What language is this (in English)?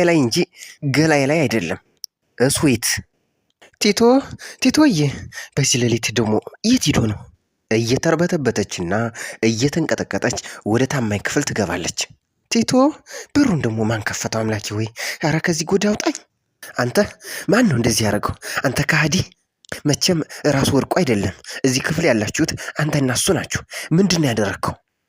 Amharic